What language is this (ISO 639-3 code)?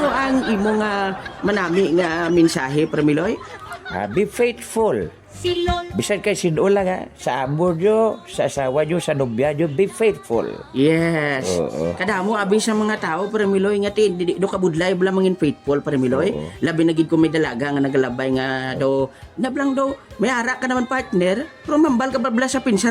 hil